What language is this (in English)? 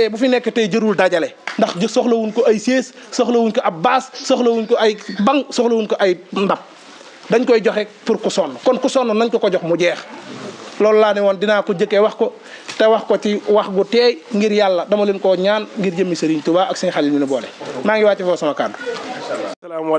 Wolof